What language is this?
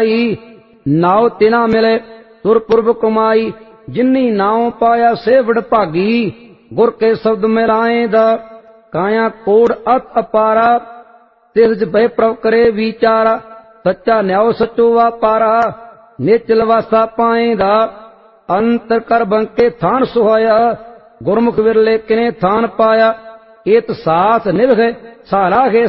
Punjabi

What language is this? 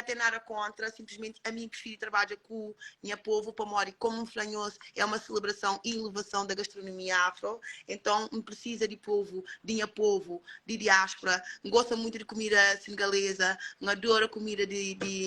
Kabuverdianu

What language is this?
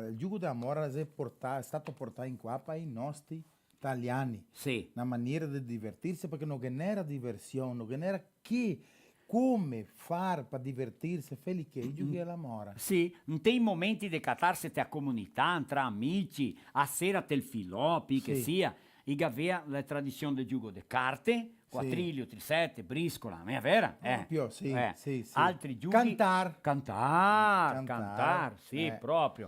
Venetian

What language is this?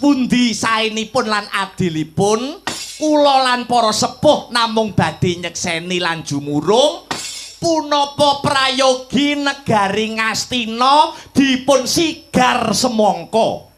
Javanese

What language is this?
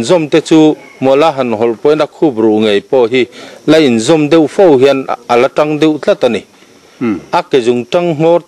Mizo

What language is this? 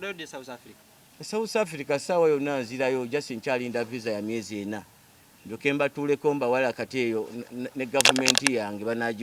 Ganda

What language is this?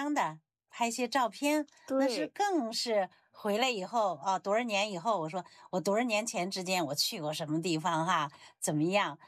Chinese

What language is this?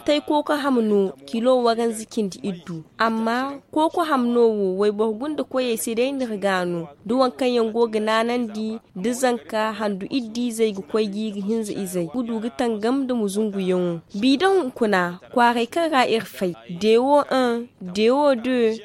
Zarma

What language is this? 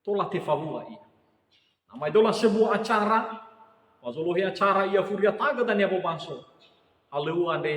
Nias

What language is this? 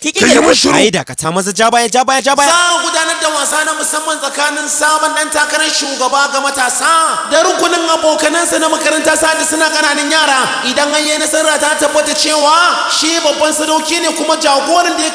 Hausa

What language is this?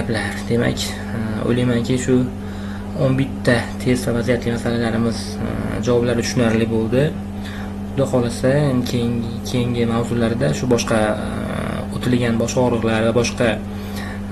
Uzbek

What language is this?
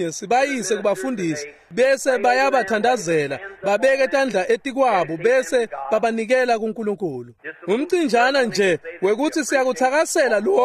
Swati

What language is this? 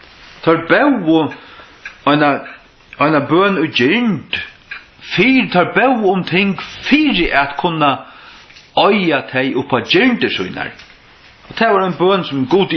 Faroese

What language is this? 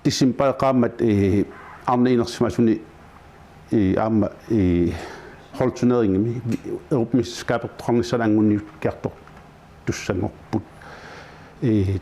Kalaallisut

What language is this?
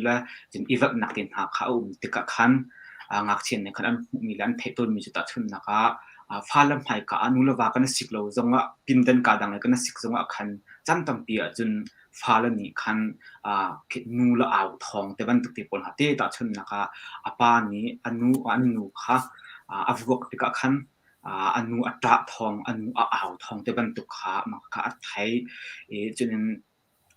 Hakha Chin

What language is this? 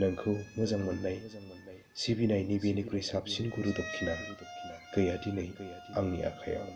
Bodo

